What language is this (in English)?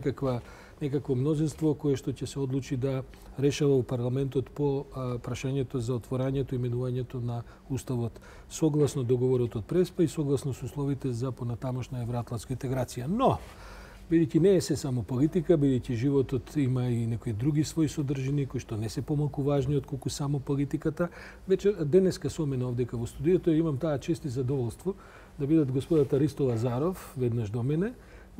Macedonian